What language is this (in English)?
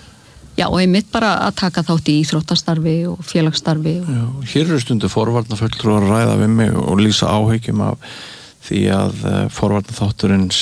Icelandic